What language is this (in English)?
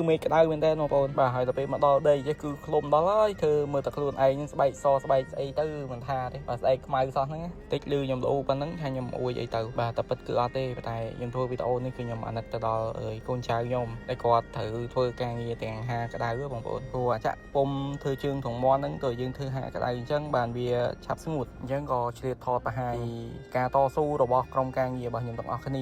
Khmer